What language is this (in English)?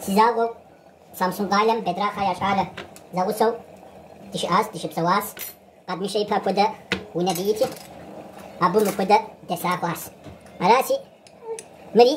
Kabardian